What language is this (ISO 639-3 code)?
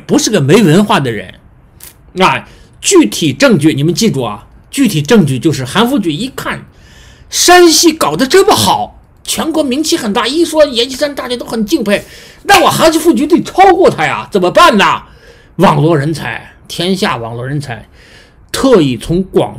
zho